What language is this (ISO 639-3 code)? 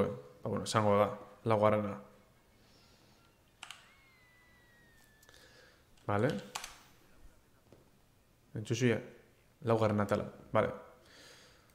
eus